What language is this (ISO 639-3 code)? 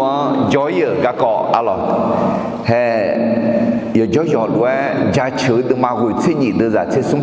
ahk